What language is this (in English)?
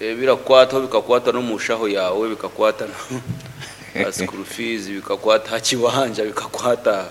Nyoro